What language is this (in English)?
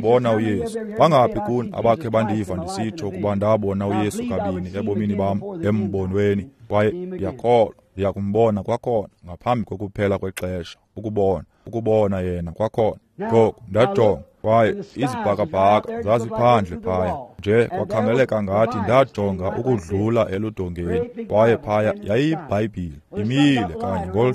Xhosa